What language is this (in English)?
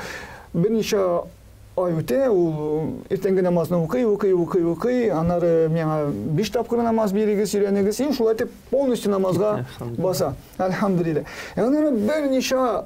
Tatar